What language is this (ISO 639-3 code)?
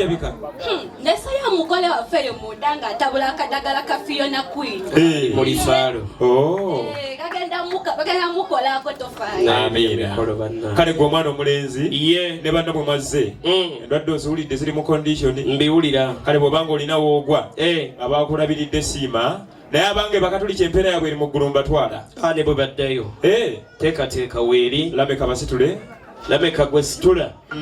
lug